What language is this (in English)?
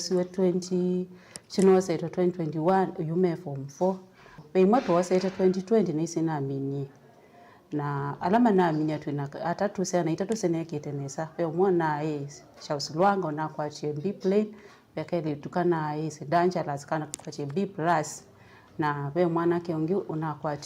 Kamba